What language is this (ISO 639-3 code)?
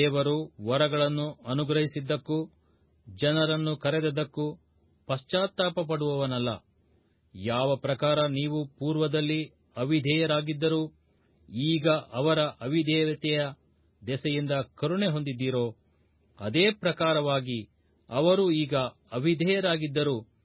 kan